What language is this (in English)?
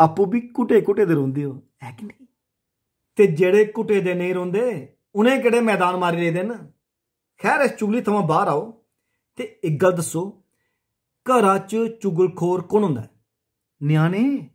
Dogri